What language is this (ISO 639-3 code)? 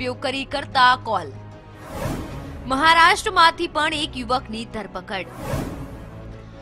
guj